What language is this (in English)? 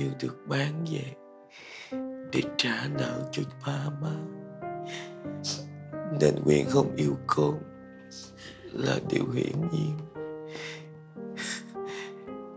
Vietnamese